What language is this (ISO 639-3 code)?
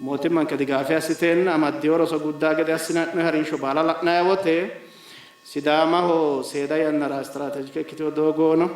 sid